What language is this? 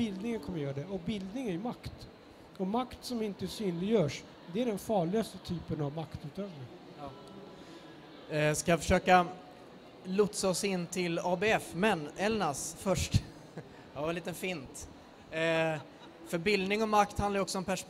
Swedish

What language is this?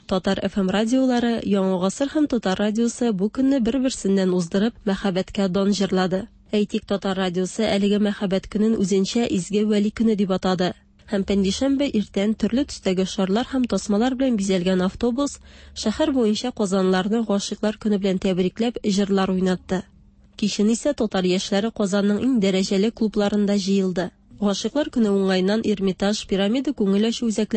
Tatar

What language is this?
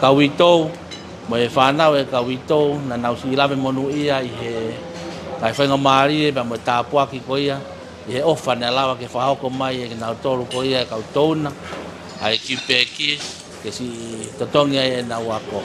Tongan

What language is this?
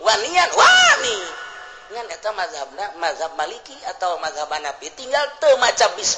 Sundanese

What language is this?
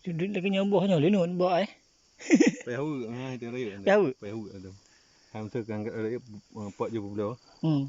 Achinese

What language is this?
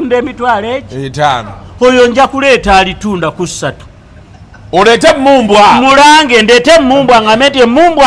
Ganda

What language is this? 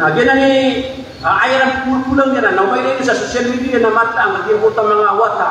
Maranao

